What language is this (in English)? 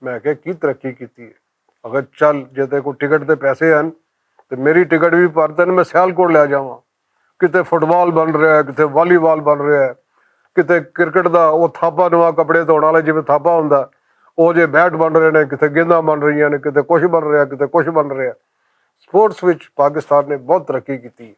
Western Panjabi